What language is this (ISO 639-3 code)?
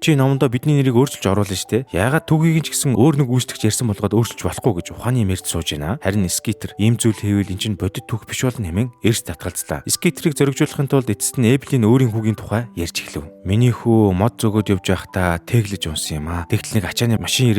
mon